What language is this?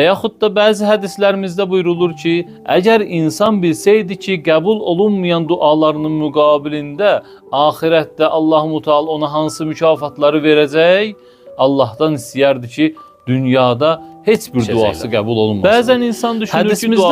Azerbaijani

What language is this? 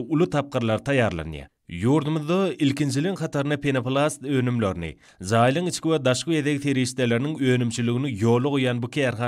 Turkmen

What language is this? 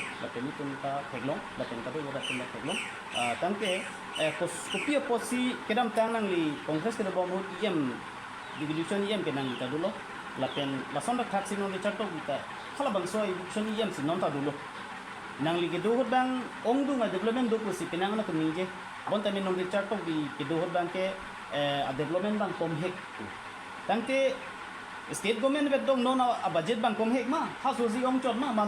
Karbi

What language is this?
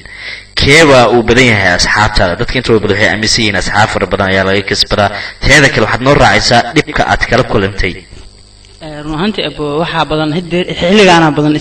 Somali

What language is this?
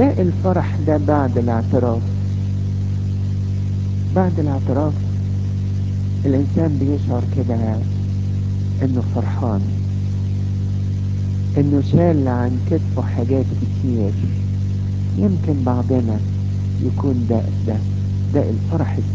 Egyptian Arabic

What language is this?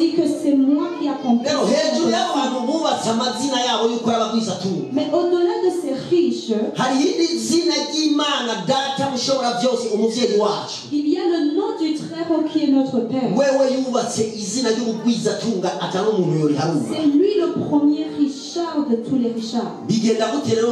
Rundi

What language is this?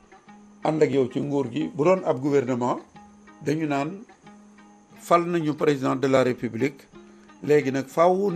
Wolof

